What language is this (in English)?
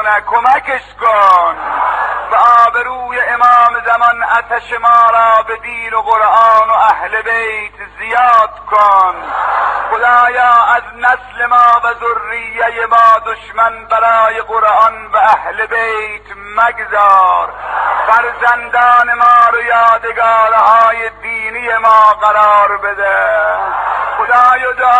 Persian